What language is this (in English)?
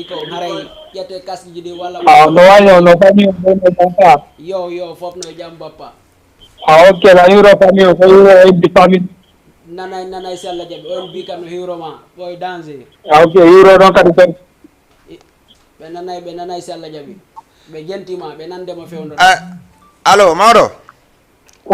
Fula